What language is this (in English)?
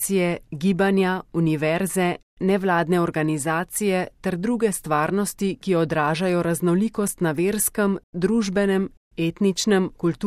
Slovenian